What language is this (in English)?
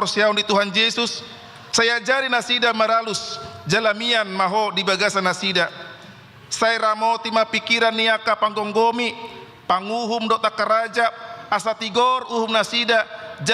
Batak Toba